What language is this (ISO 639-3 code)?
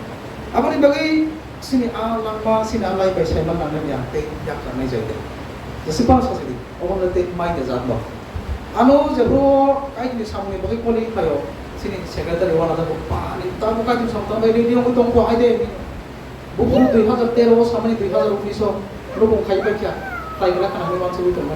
trp